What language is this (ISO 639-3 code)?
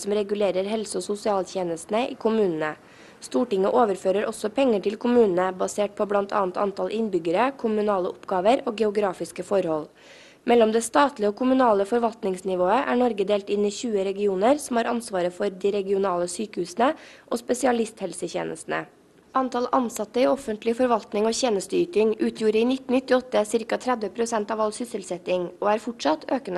nor